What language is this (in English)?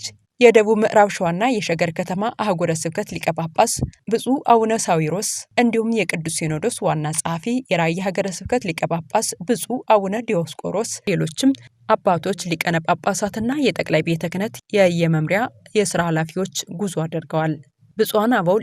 Amharic